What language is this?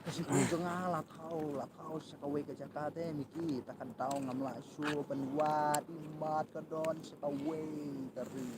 Khasi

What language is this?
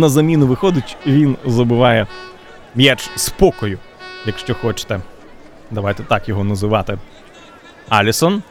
Ukrainian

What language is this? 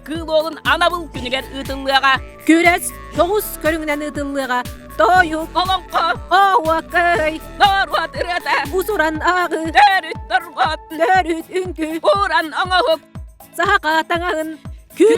Yakut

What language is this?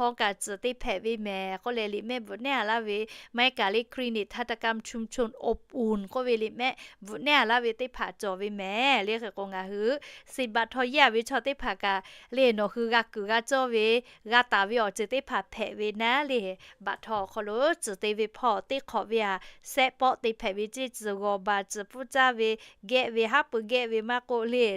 Lahu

